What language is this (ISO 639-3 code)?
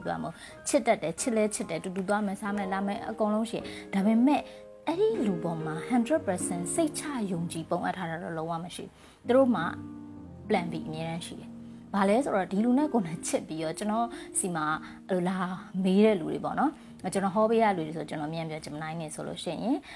mya